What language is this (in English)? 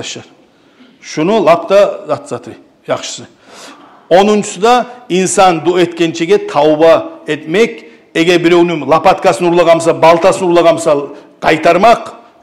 Kumyk